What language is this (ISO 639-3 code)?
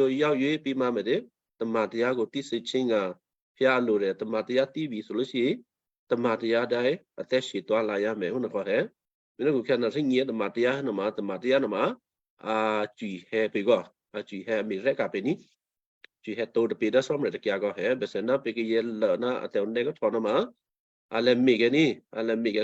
kyu